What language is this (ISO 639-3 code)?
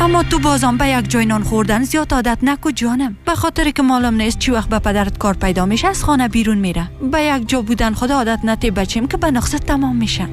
fas